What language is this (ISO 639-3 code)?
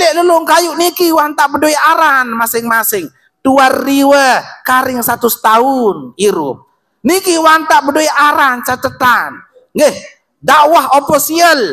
sas